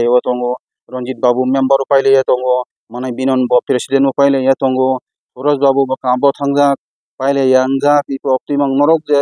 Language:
Kok Borok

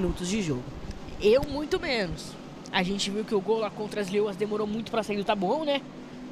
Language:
Portuguese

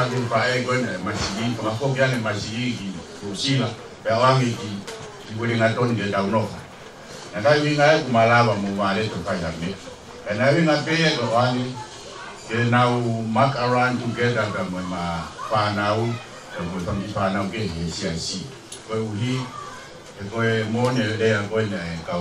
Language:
Tongan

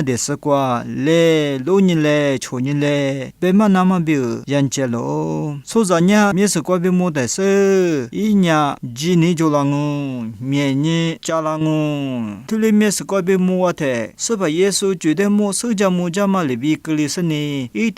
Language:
Lisu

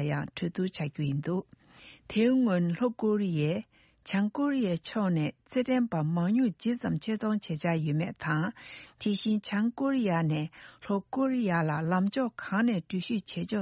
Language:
Tibetan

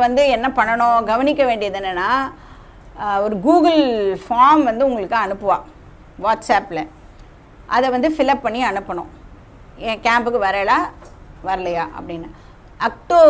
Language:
Tamil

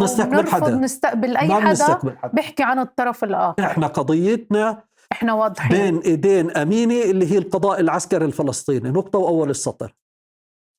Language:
North Levantine Arabic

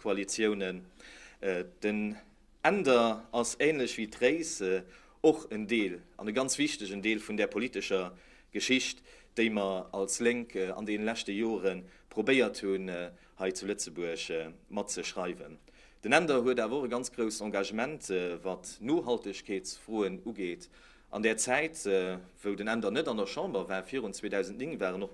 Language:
Luxembourgish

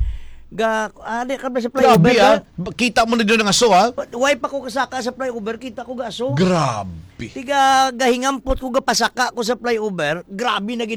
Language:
Hiligaynon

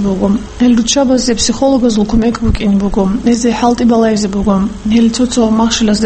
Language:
Avaric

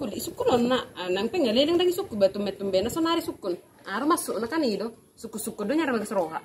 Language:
Batak Toba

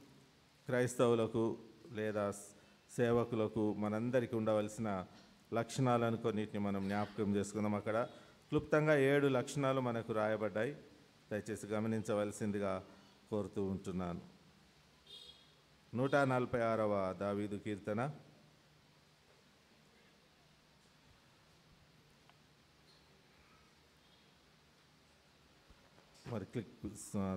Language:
Telugu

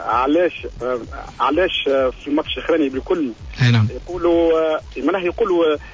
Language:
Tunisian Arabic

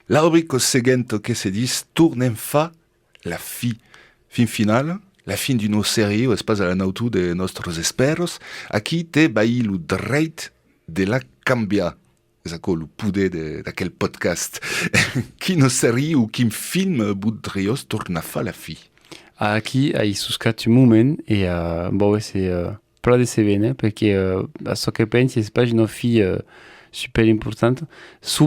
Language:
Occitan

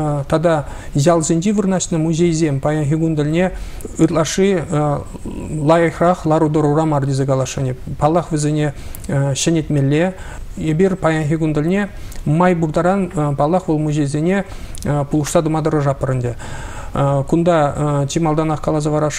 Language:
Chuvash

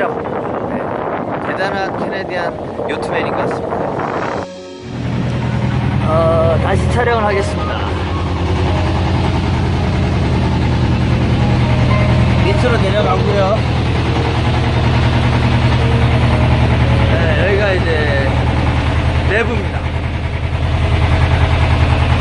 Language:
Korean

